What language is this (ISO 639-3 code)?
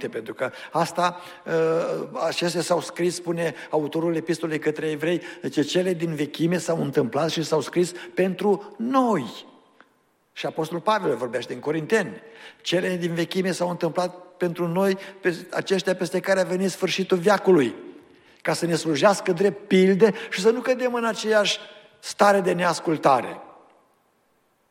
ron